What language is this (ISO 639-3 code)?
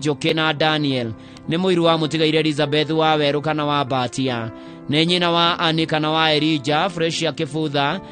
kik